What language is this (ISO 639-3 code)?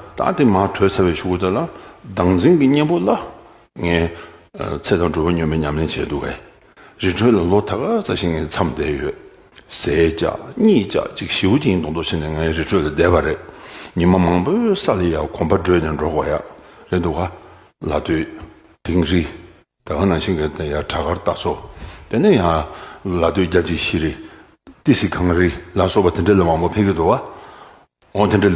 bod